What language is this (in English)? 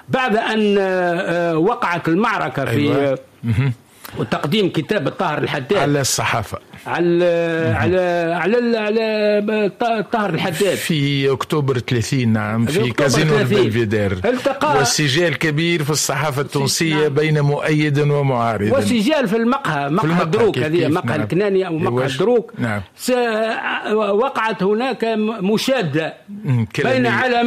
Arabic